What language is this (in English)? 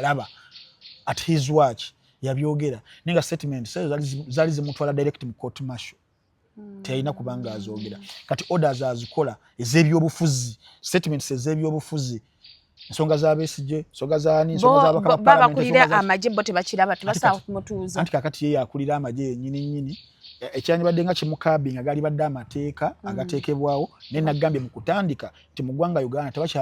Ganda